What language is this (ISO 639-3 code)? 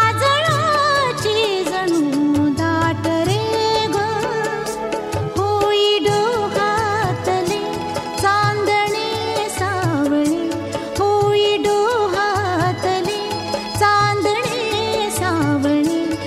mar